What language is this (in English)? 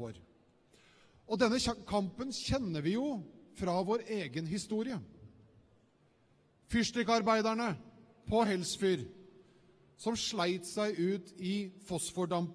Norwegian